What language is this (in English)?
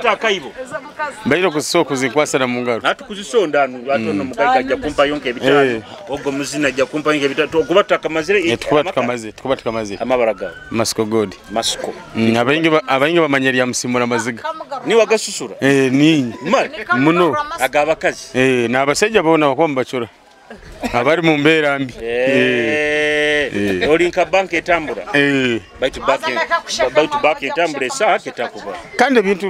Nyoro